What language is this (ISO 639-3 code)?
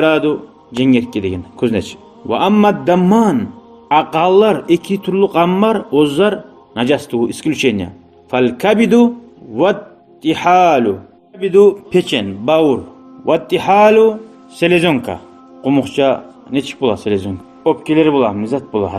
kum